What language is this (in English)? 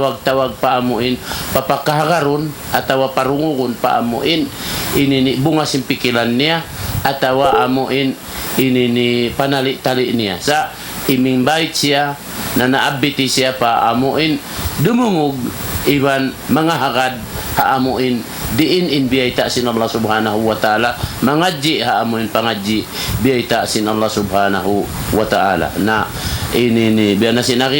Tausug